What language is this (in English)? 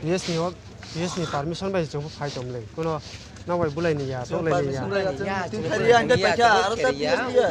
Kok Borok